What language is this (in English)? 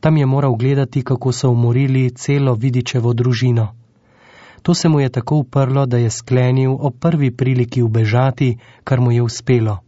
Slovenian